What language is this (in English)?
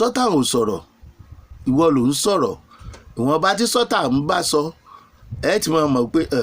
Yoruba